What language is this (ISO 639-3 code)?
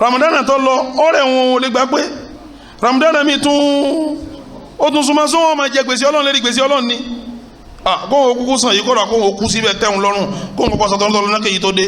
yor